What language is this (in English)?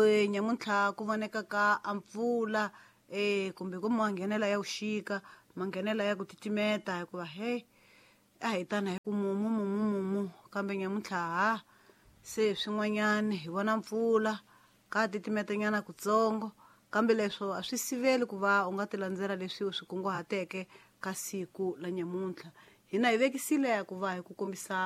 Tsonga